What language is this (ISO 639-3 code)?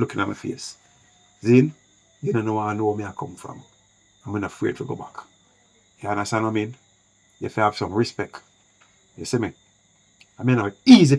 jam